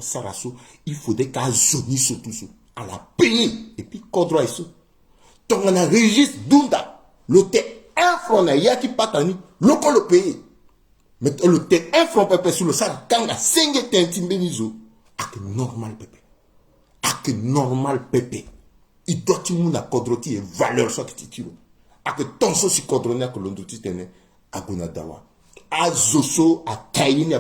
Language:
Sango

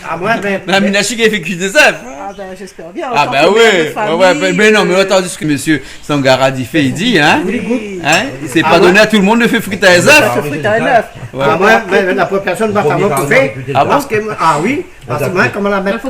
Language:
Réunion Creole French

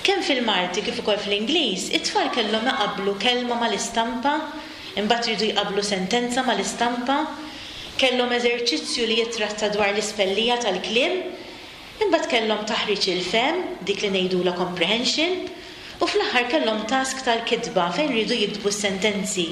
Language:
Maltese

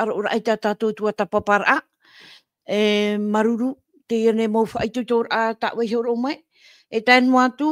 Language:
Tahitian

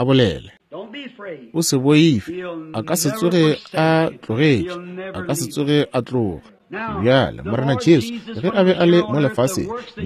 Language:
Northern Sotho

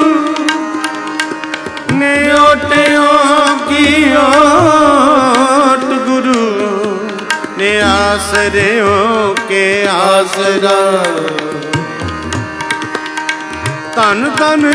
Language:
Punjabi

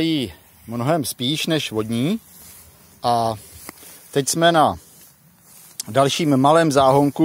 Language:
Czech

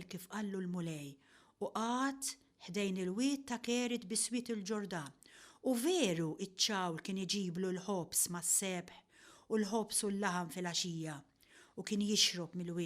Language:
Maltese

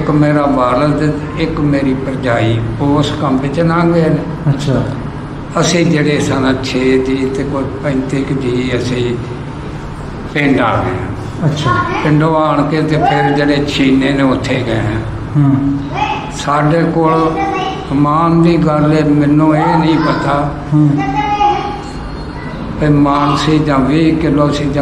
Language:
Punjabi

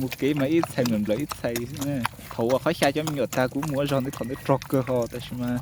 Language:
Hmong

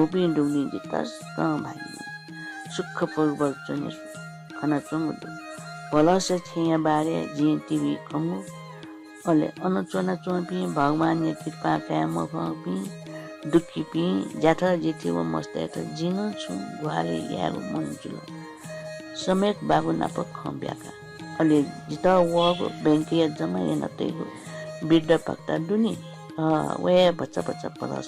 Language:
Newari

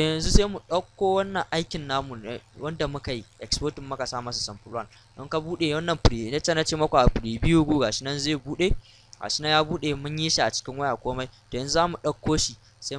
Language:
Hausa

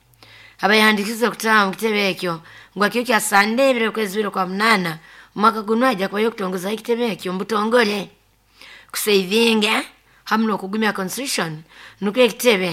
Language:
Nyoro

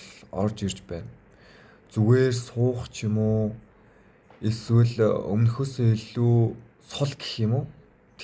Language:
Mongolian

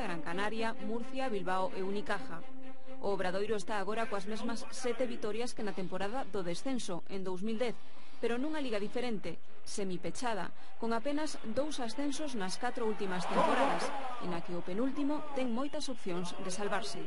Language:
Galician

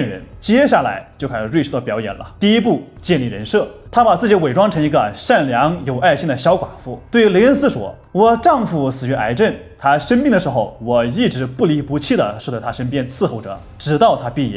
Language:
Chinese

